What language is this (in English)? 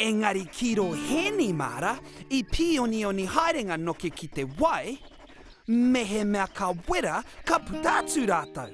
Māori